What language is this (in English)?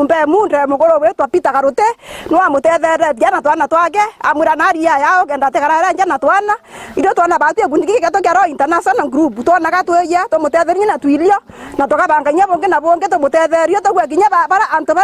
Meru